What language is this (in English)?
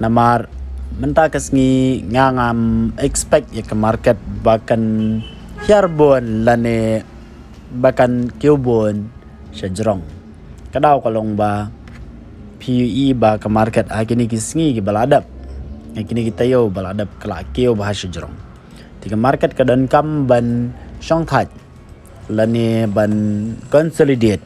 Khasi